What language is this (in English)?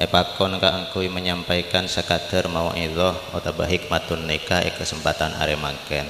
Madurese